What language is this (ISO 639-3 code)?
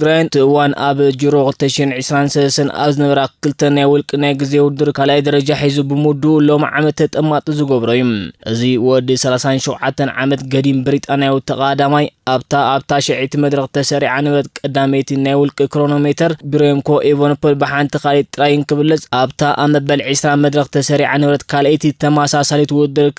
tir